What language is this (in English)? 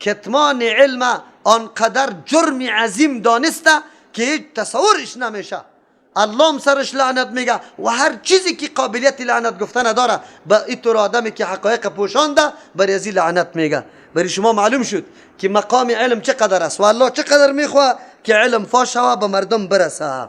Persian